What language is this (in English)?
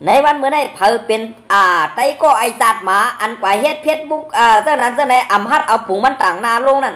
Shan